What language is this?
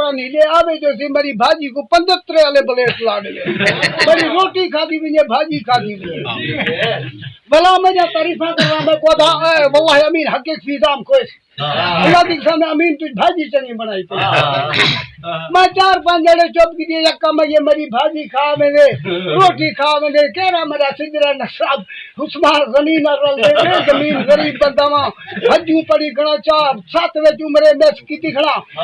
Saraiki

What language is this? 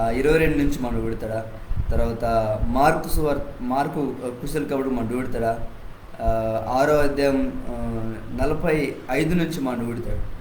Koya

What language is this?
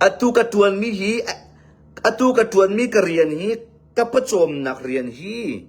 Hakha Chin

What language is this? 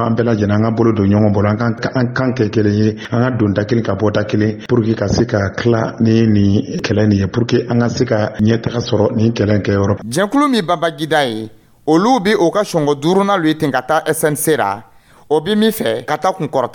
Dyula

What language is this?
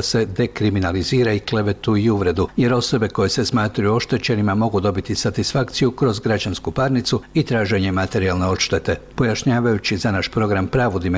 Croatian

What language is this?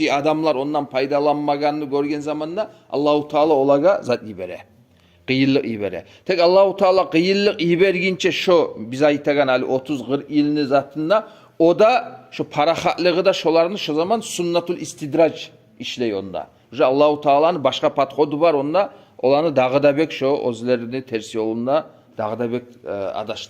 Kumyk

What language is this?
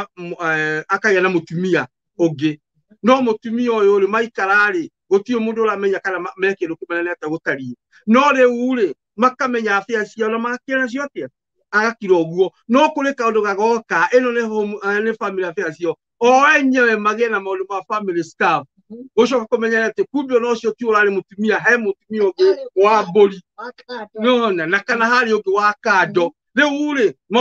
Kikuyu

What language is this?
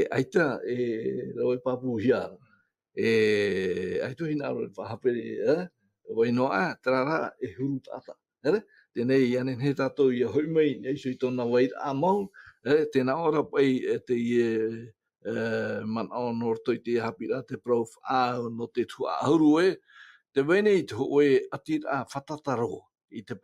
Tahitian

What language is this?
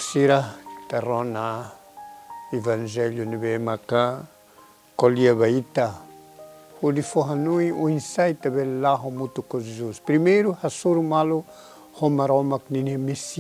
Tetum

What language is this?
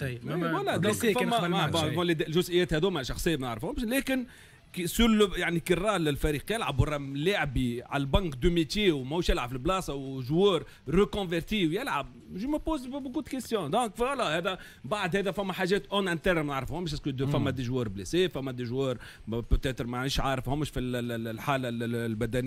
Tunisian Arabic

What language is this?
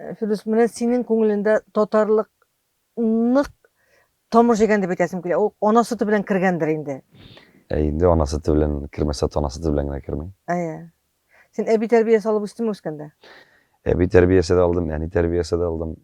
Tatar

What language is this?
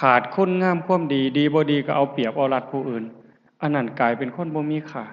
Lao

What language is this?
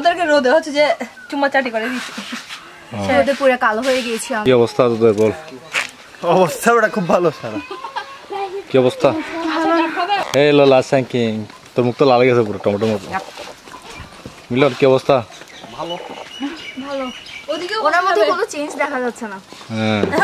Bangla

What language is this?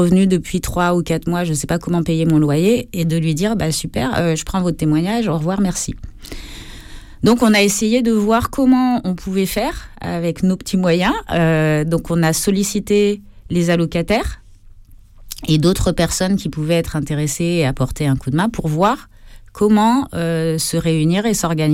French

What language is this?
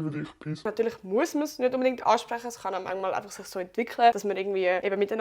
Swiss German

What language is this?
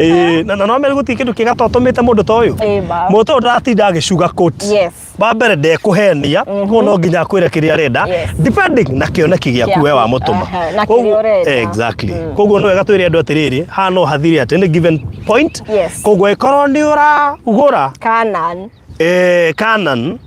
Kikuyu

